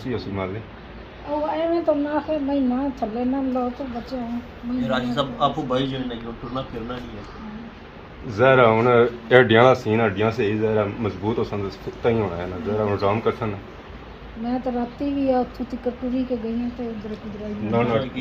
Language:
Pahari-Potwari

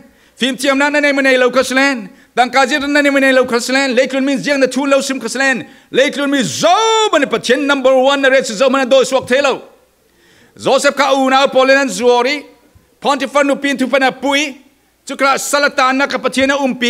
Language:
Falam Chin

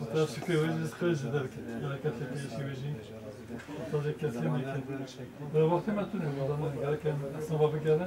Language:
Kurdish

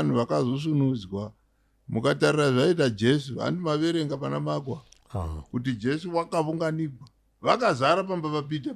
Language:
Shona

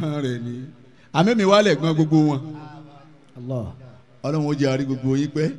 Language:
Yoruba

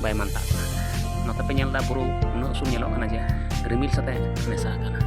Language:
Santali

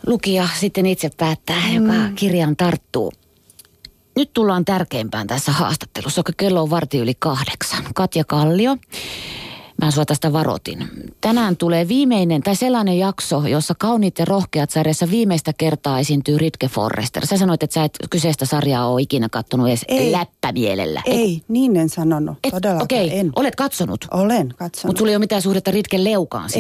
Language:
Finnish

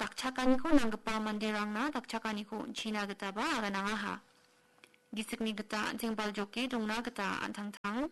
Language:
Garo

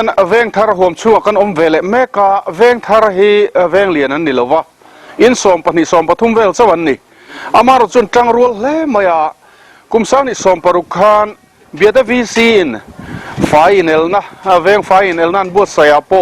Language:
Mizo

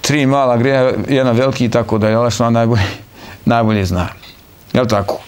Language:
Bosnian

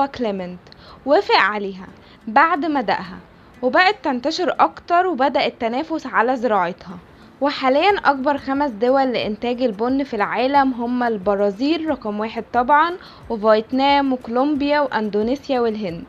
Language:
Egyptian Arabic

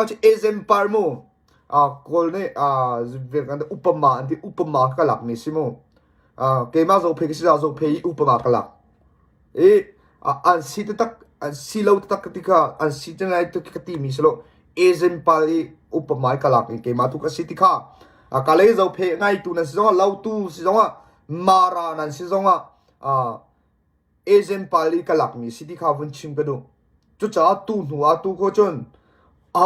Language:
Hakha Chin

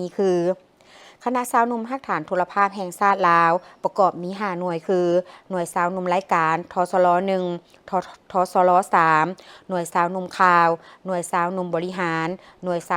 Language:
Lao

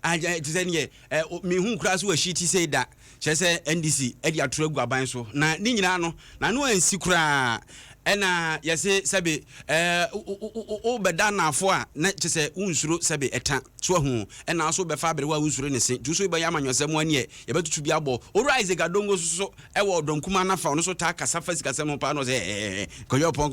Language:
Akan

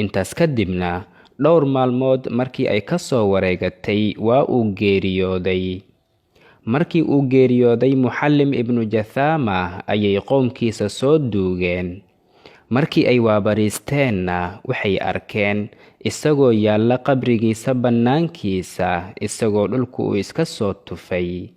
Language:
Somali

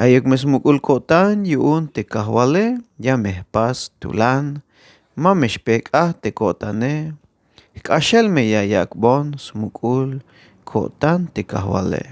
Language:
Tzeltal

